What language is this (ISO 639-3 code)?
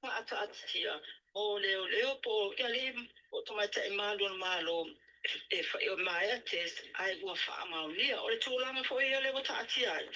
smo